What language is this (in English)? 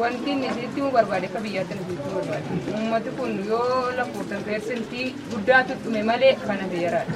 Oromo